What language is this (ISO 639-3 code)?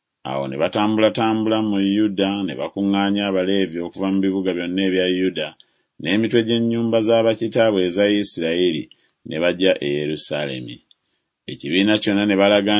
lug